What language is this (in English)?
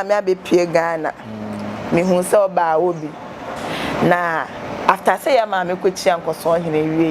Akan